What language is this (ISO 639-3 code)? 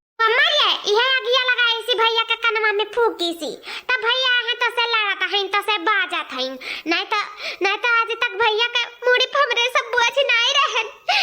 awa